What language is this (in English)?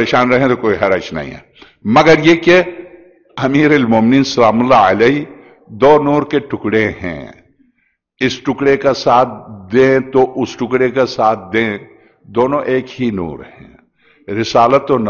Urdu